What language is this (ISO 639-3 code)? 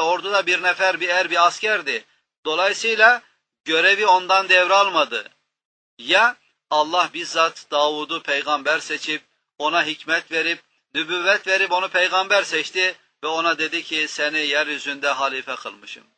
tur